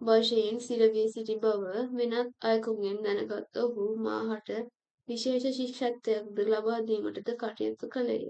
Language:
Sinhala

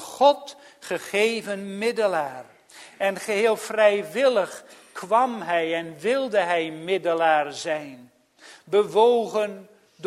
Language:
Dutch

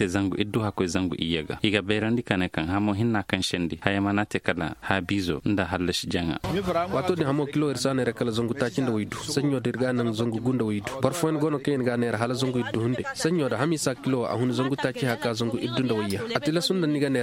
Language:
Koyraboro Senni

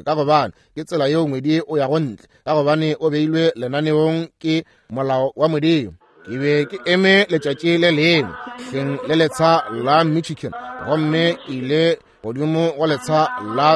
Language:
Northern Sotho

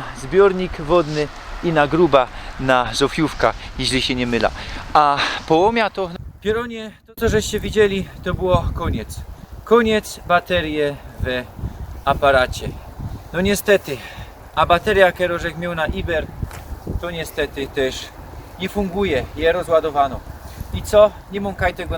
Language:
Silesian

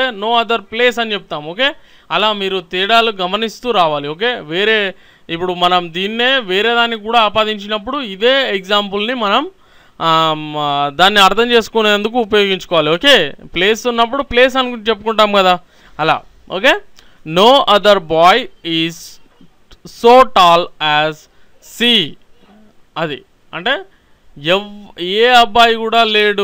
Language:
Telugu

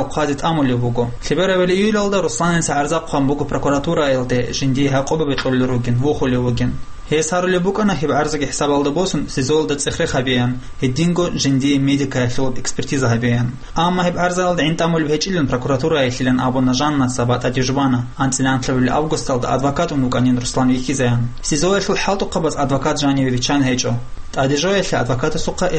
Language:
Avaric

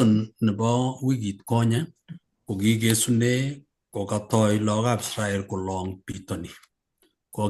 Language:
Kalenjin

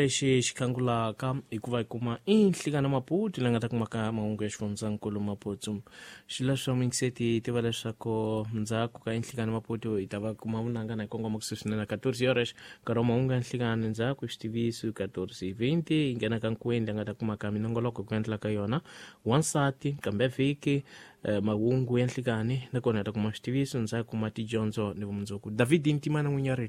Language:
Tsonga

